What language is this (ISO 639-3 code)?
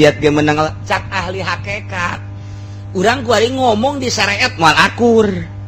sun